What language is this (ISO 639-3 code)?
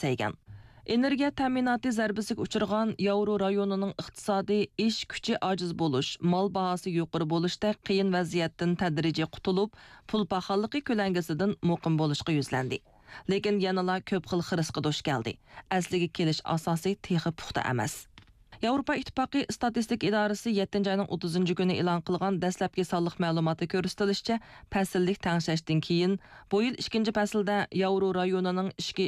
uig